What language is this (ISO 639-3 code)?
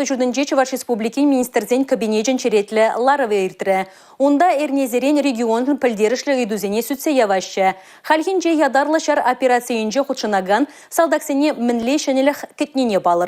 chv